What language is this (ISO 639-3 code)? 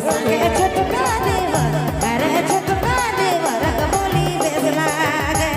sck